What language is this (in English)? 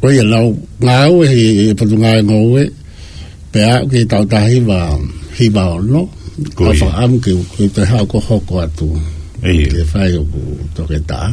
Tongan